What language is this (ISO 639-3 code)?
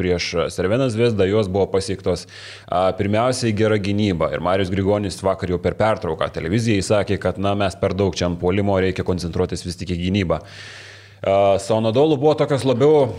lit